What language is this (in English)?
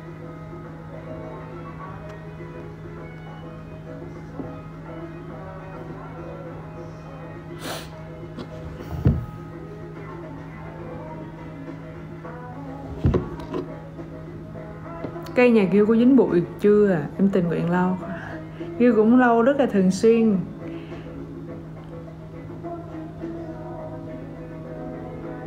Vietnamese